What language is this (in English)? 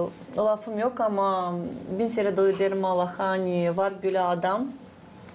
Gagauz